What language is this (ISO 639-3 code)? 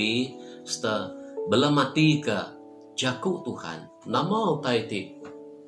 iba